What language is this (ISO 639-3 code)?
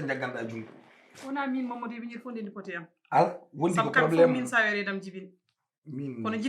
ful